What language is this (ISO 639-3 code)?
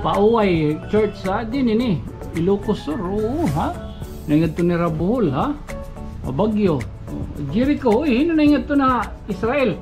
war